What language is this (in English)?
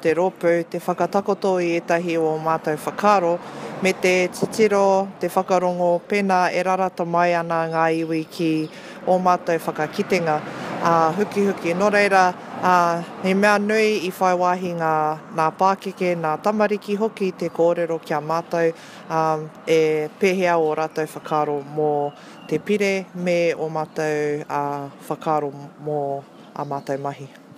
Māori